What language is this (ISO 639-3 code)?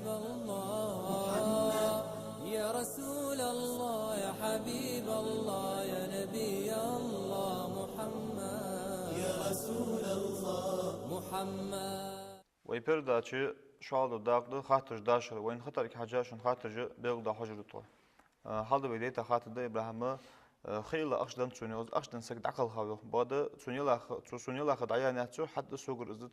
inh